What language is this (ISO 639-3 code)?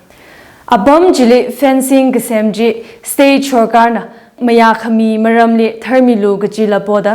nmf